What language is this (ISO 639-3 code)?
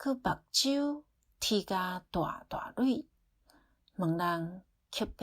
nan